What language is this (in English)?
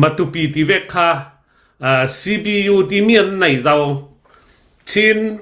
Hakha Chin